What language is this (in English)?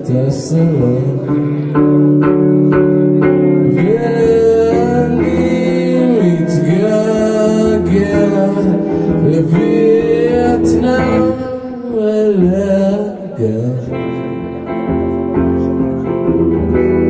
Hebrew